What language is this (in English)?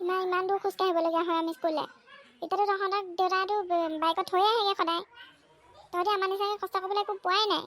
Assamese